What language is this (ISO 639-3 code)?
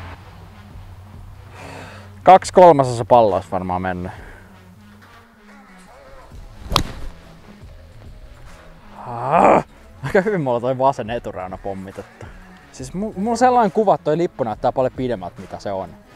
fin